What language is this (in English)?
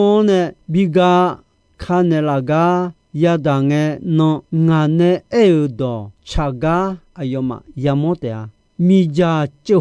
Akha